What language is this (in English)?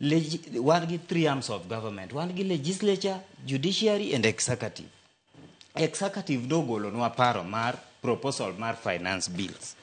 Luo (Kenya and Tanzania)